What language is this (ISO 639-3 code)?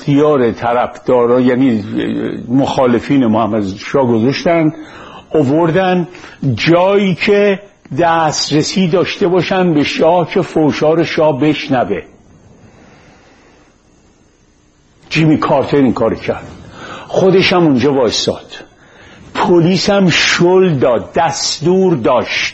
fas